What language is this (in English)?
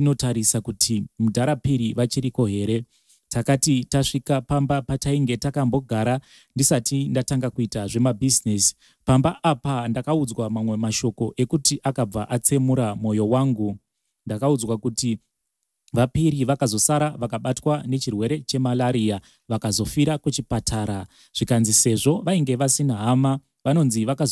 Shona